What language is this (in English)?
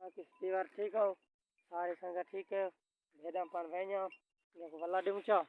Saraiki